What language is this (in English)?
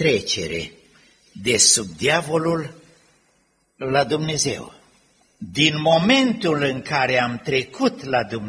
Romanian